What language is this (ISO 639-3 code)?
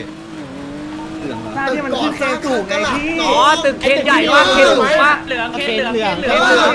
tha